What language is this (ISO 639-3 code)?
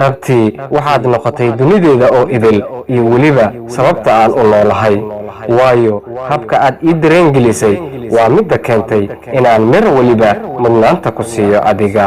som